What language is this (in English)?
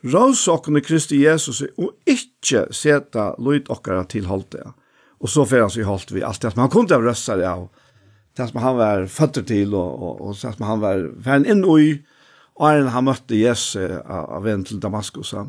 Faroese